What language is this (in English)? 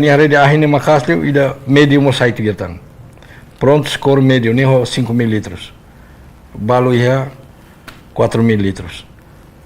Tetum